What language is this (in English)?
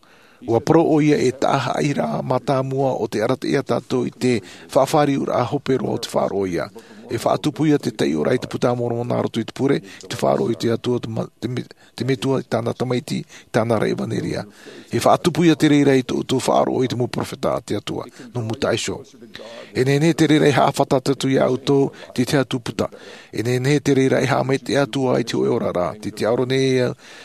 Tahitian